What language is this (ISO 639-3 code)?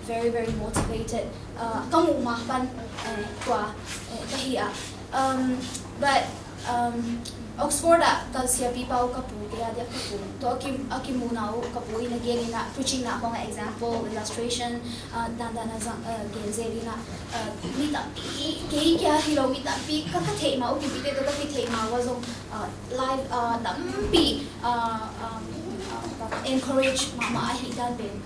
ctd